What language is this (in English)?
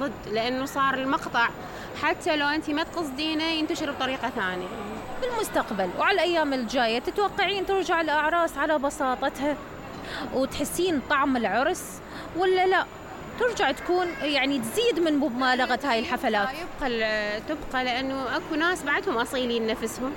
Mesopotamian Arabic